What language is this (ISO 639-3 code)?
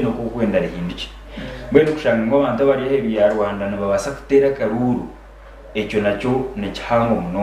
nyn